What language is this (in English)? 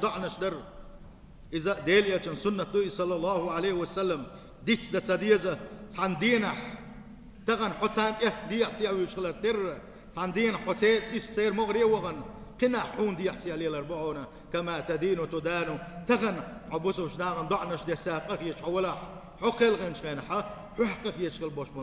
Chechen